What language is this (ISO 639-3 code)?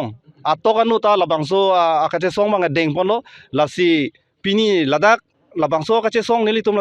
mjw